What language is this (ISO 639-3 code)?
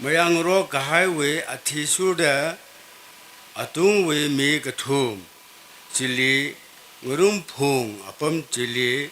nmf